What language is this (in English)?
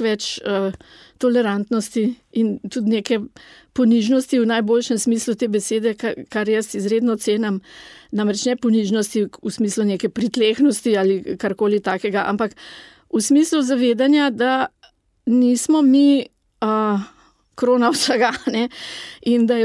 Slovenian